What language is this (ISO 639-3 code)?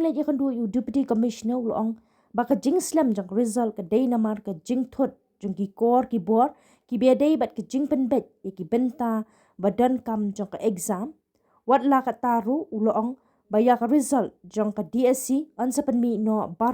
kha